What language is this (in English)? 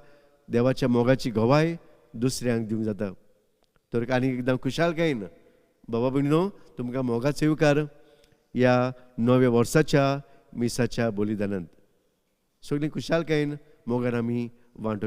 Konkani